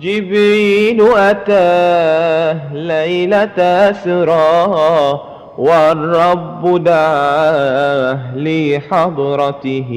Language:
Madurese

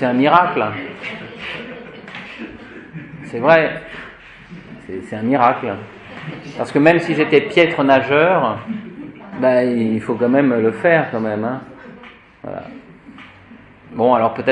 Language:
French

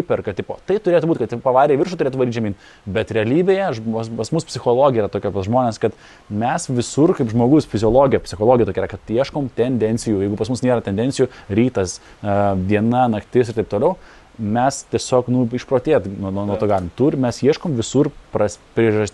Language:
Lithuanian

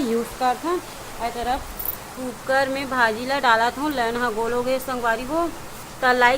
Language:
Chhattisgarhi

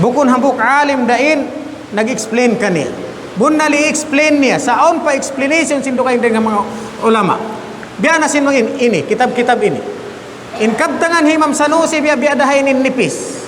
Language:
Tausug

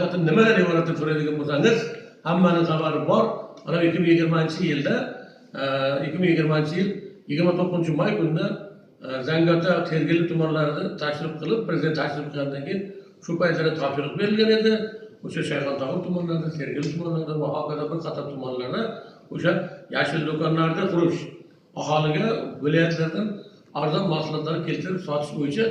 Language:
Uzbek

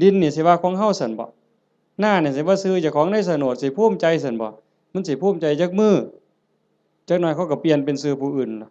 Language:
Northeastern Thai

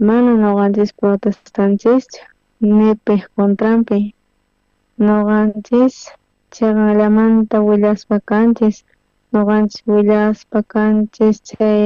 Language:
South Bolivian Quechua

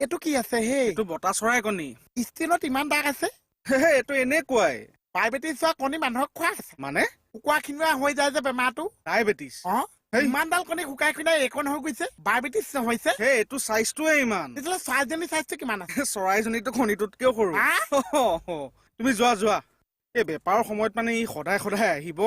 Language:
Assamese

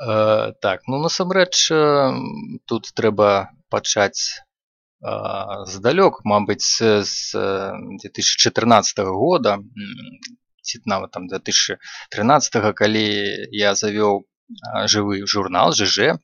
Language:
Belarusian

